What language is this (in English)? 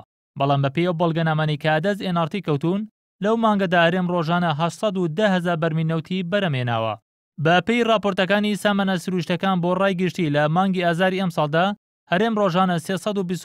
Central Kurdish